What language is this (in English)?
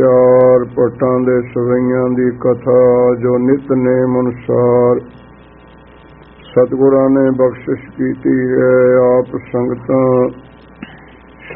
Punjabi